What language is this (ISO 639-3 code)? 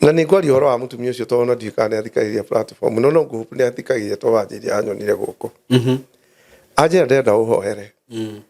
kik